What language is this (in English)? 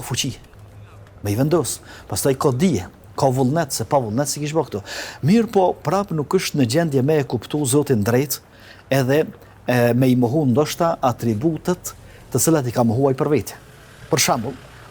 Albanian